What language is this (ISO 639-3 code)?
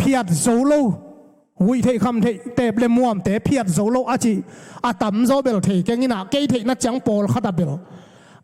ctd